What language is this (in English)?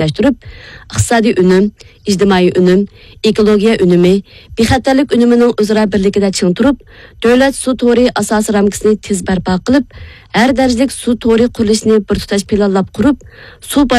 Uyghur